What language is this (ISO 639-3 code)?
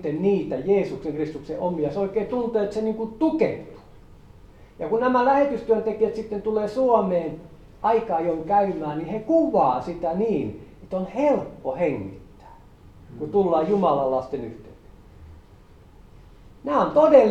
fin